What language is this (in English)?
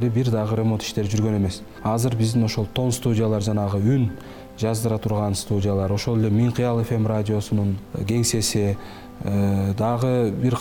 Kyrgyz